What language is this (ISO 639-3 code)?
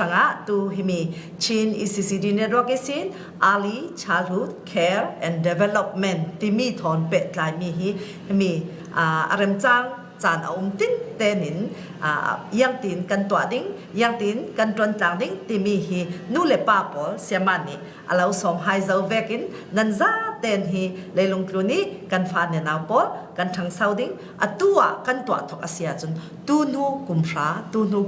cfm